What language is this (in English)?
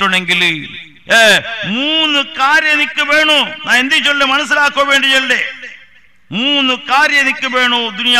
Malayalam